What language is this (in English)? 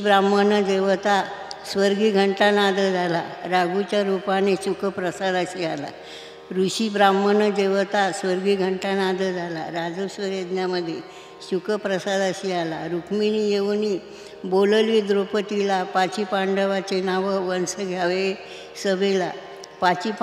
Marathi